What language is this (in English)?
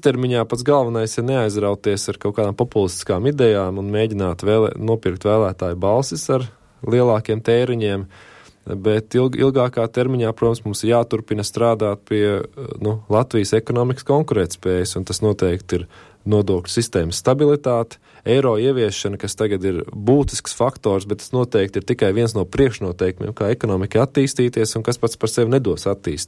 Latvian